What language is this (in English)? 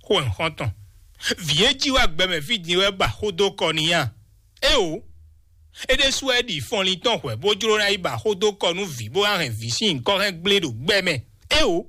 Fon